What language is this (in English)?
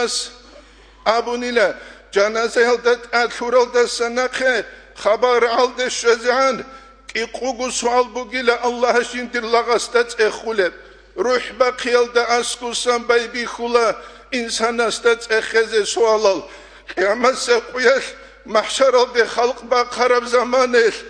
Avaric